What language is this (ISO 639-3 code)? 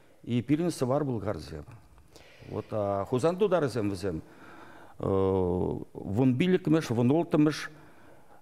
chv